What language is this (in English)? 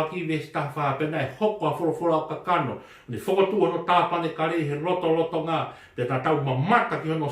Tongan